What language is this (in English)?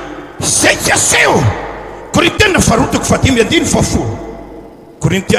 Malagasy